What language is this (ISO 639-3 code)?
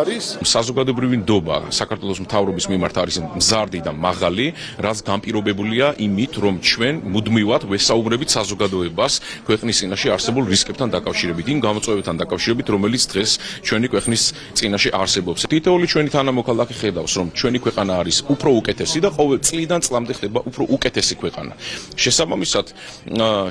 kat